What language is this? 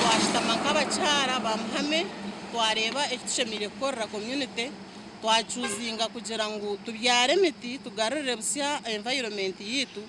Nyankole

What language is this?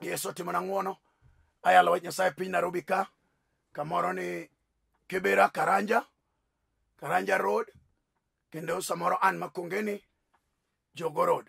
Luo (Kenya and Tanzania)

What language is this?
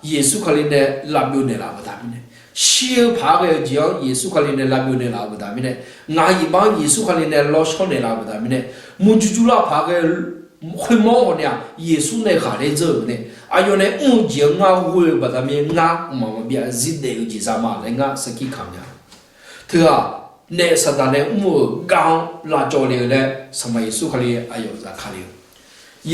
Akha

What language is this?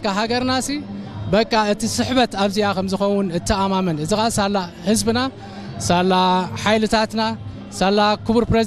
Tigrinya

